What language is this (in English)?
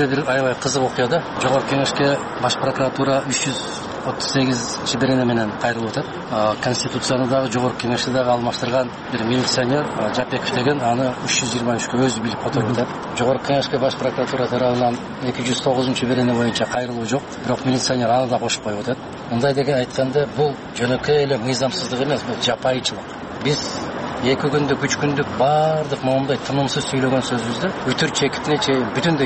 Kyrgyz